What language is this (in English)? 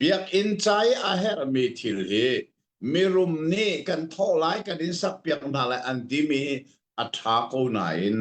Hakha Chin